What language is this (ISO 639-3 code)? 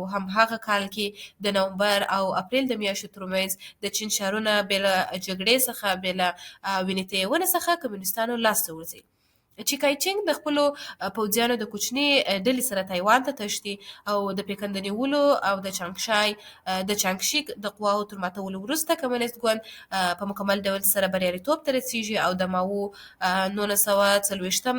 pus